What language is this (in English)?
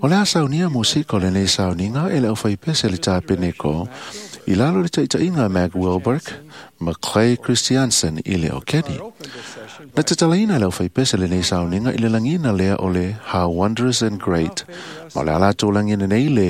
Samoan